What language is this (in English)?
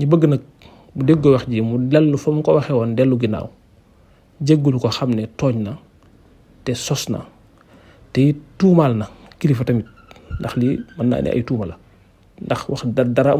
Wolof